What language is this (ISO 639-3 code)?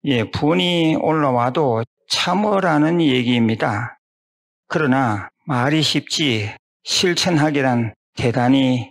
kor